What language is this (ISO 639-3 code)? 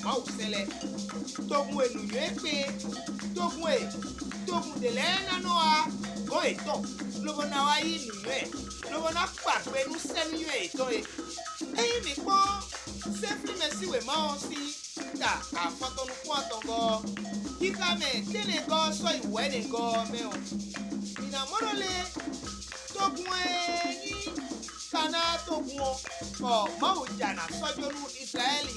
fon